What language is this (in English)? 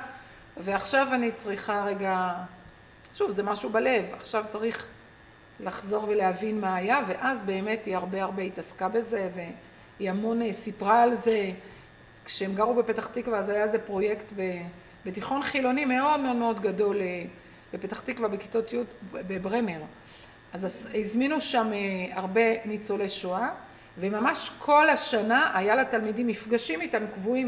Hebrew